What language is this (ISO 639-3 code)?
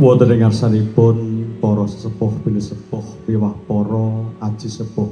jav